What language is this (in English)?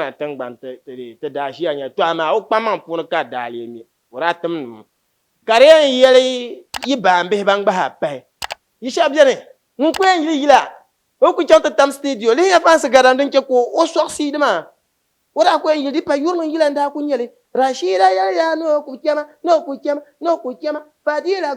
Dagbani